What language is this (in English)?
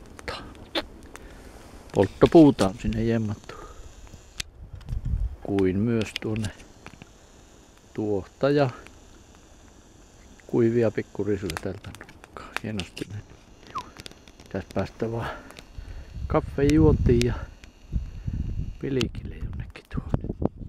Finnish